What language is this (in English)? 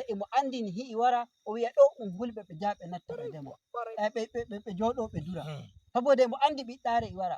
Nigerian Fulfulde